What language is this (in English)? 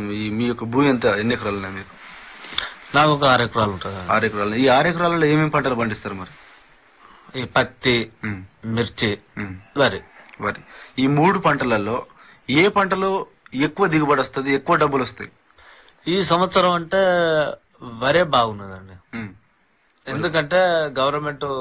Telugu